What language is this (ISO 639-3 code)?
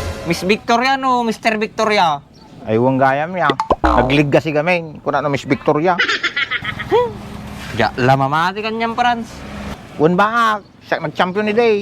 ilo